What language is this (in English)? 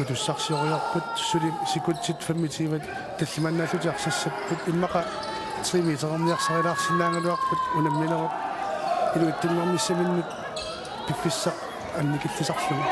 Kalaallisut